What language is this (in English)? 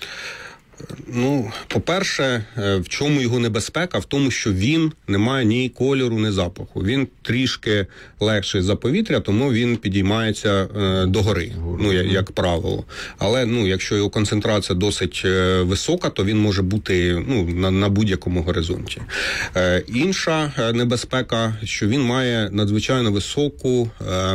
Ukrainian